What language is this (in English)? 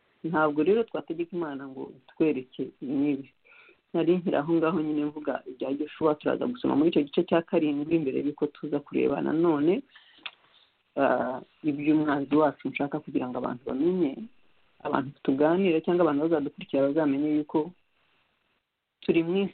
Kinyarwanda